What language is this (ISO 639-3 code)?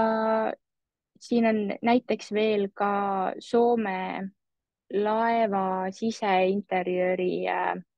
est